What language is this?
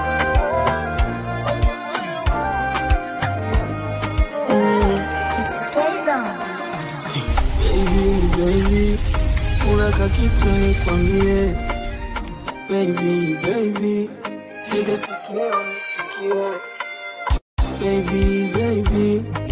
Swahili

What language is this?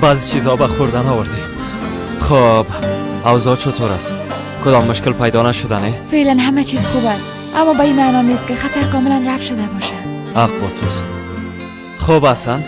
Persian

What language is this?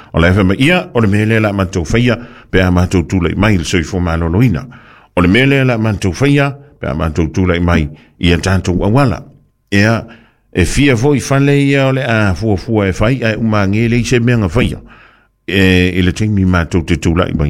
Samoan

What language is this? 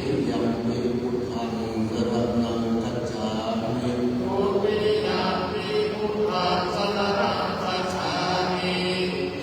Pali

